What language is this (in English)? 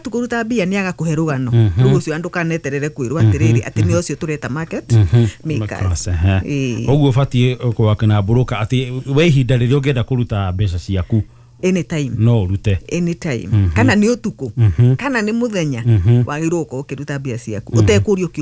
Kikuyu